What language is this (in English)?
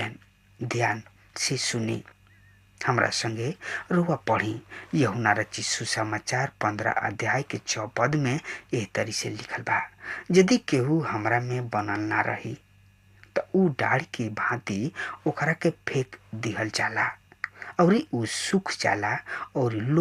Bhojpuri